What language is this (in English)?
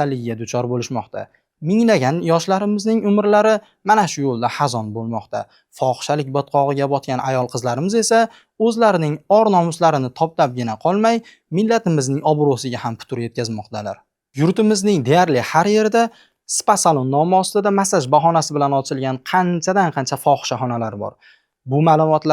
Uzbek